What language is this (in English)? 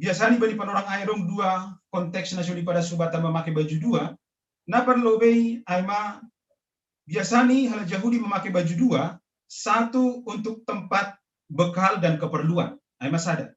Batak Simalungun